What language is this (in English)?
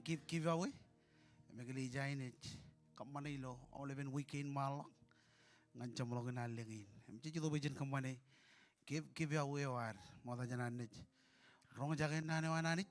Marshallese